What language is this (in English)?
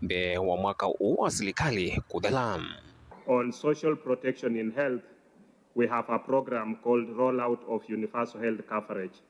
Kamba